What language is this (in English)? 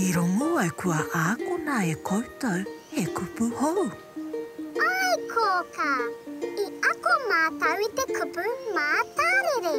Māori